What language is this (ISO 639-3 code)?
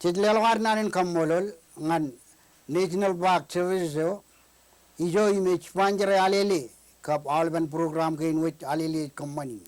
mah